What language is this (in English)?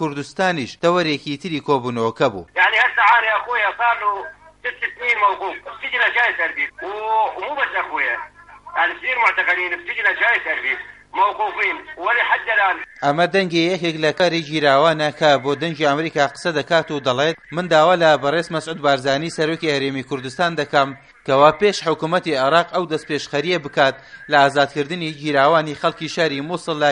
Central Kurdish